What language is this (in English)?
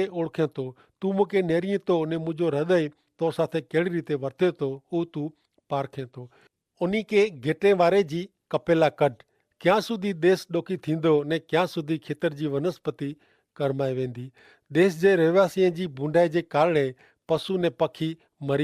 Kachhi